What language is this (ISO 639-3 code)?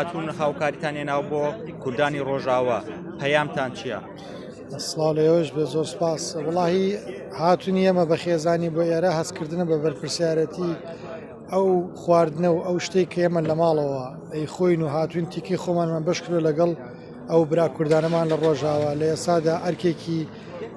ckb